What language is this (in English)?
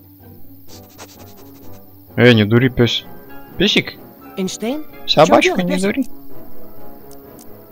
Russian